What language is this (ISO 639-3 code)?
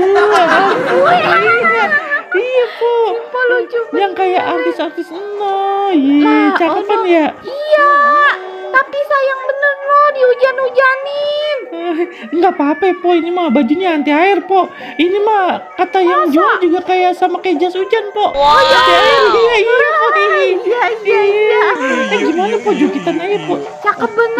bew